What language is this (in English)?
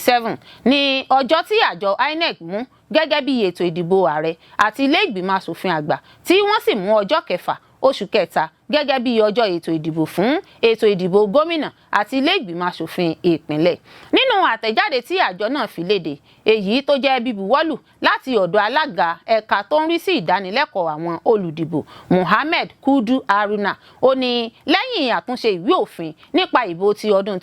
Yoruba